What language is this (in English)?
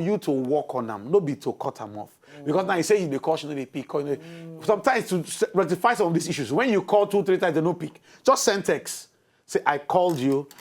Nigerian Pidgin